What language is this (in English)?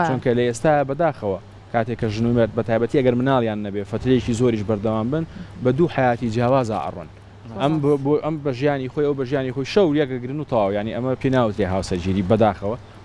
Central Kurdish